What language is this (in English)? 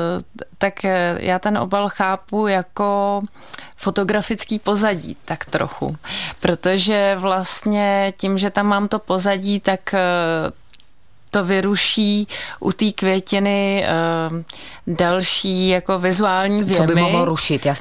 Czech